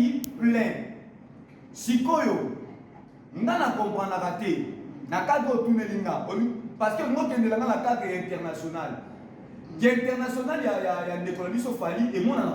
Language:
Lingala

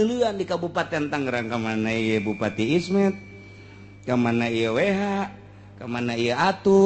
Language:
Sundanese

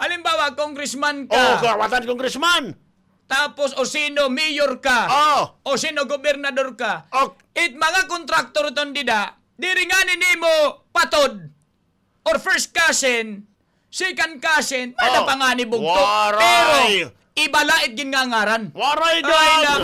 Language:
Waray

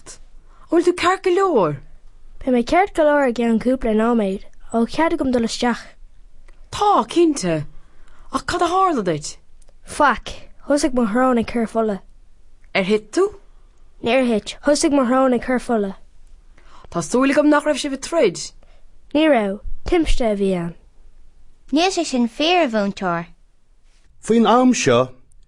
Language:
Irish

